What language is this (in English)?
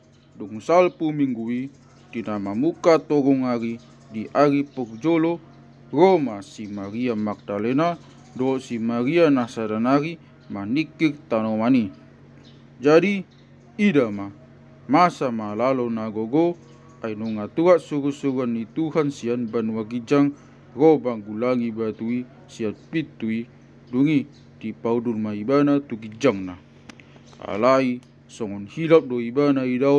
Batak Toba